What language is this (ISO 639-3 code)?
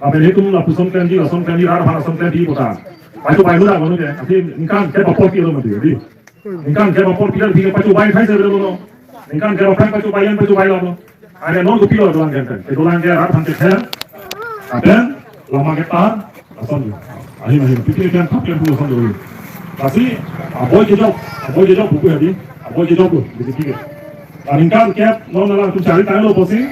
mjw